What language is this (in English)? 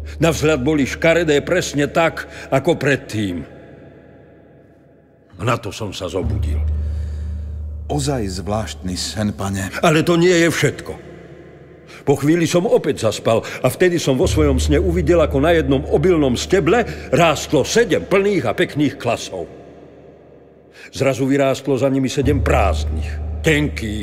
Slovak